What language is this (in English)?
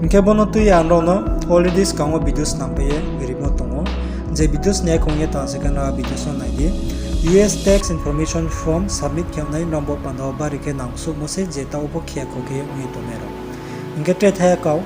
Riang (India)